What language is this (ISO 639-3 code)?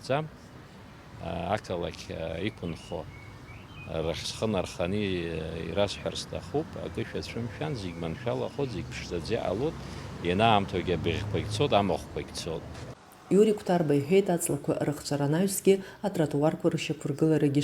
abk